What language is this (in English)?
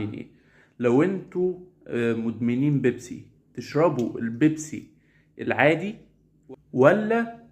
Egyptian Arabic